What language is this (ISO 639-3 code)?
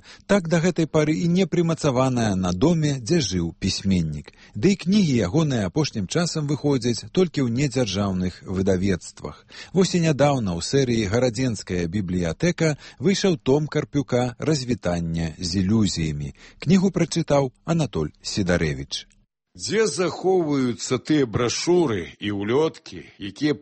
bel